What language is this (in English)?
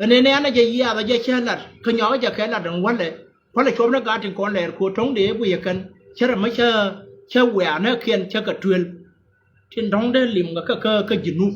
Nuer